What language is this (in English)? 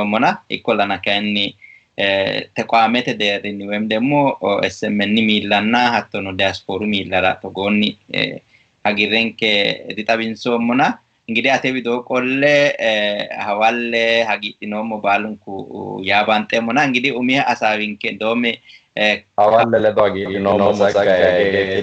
Sidamo